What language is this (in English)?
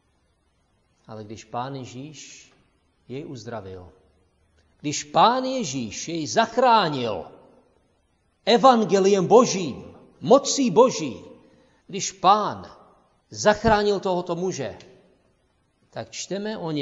Czech